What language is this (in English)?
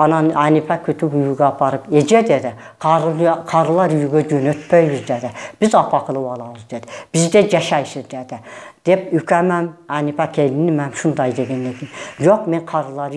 Kyrgyz